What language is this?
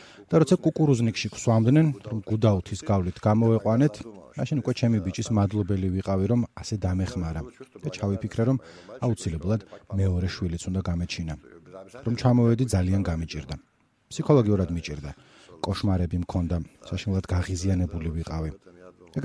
Georgian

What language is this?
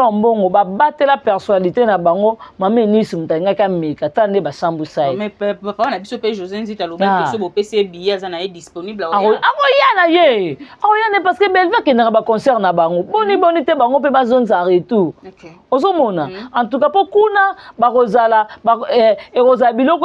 Lingala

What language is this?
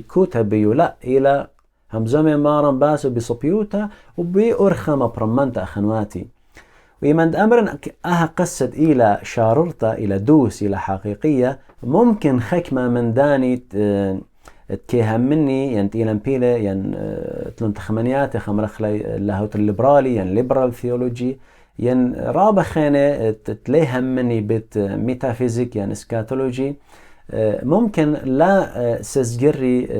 Assyrian Neo-Aramaic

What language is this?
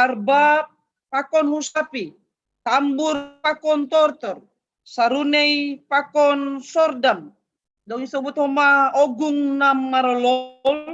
Batak Simalungun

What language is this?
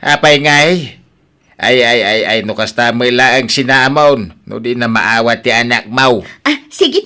Iloko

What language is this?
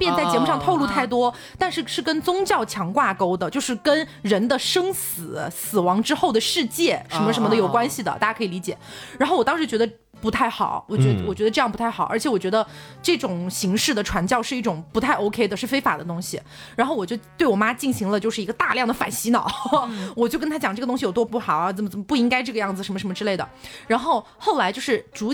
Chinese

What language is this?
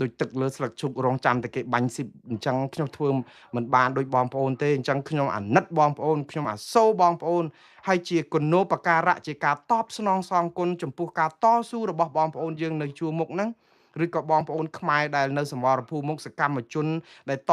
Khmer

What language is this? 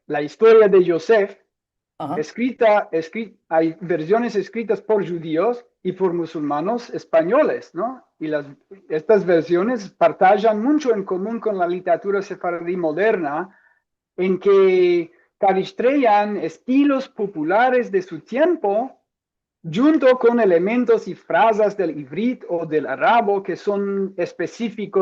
Ladino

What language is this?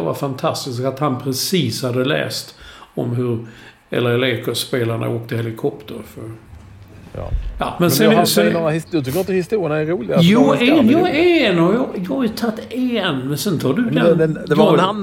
Swedish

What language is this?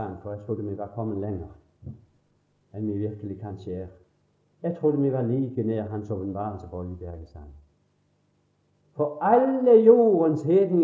Norwegian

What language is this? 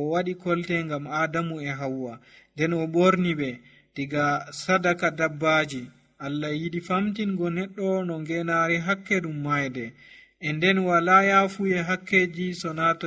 Nigerian Fulfulde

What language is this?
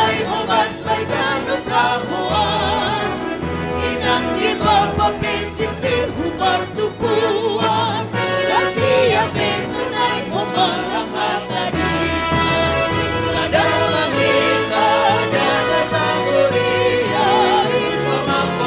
Batak Simalungun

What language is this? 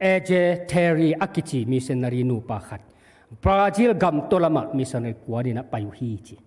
Tedim Chin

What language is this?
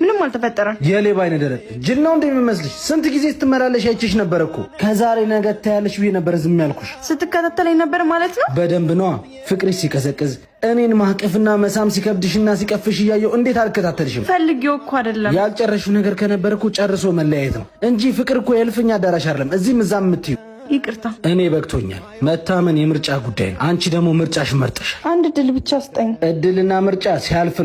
Amharic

